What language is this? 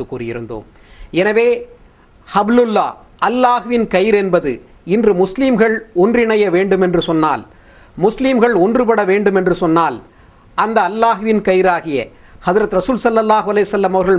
Tamil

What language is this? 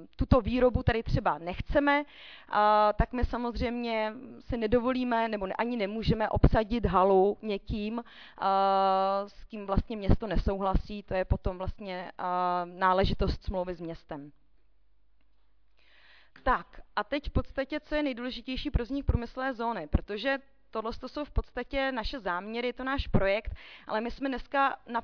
Czech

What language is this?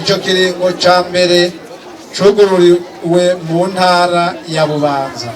Rundi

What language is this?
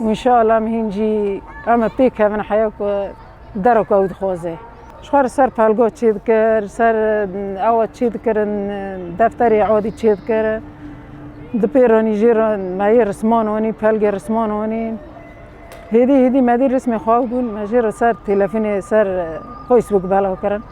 Kurdish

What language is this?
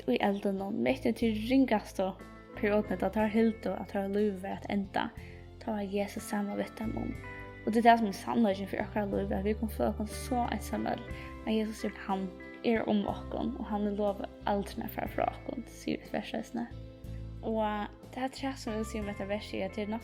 Faroese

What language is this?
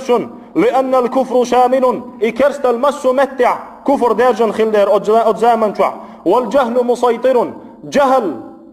Chechen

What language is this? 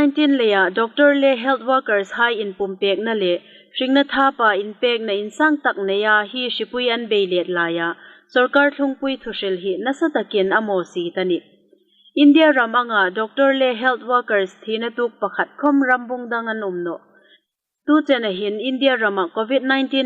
Hmar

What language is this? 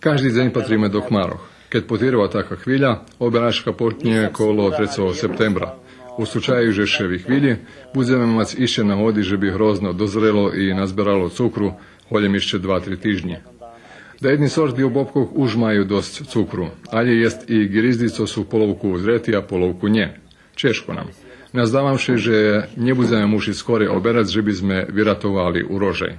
Rusyn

